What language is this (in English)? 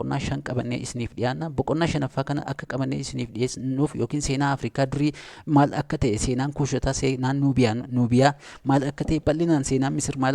Oromo